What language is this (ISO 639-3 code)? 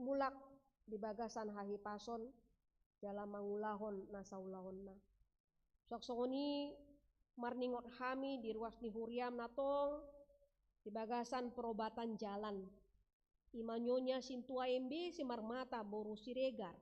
bbc